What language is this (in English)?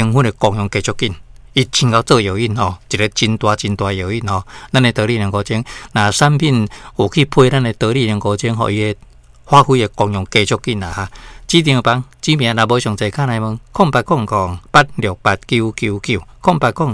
Min Nan Chinese